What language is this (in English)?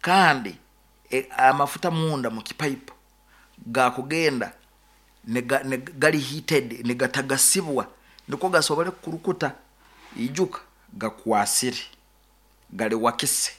Nyoro